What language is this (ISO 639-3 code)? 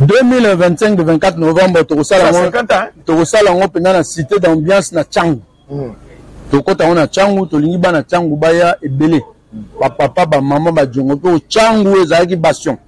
lin